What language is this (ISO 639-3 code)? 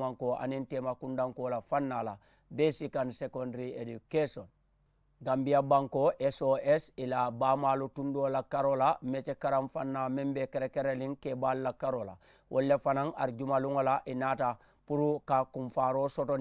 man